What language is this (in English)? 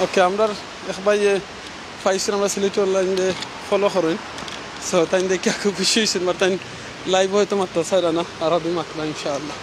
Sylheti